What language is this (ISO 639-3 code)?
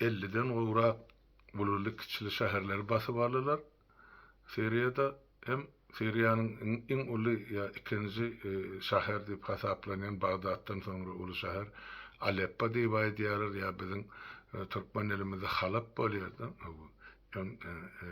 tuk